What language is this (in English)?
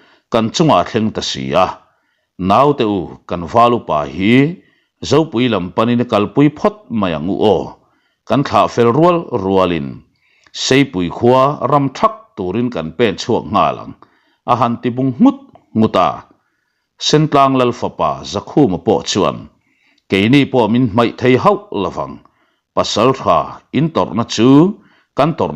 Mizo